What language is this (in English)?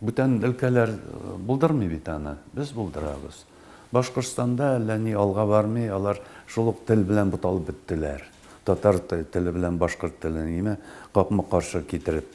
Tatar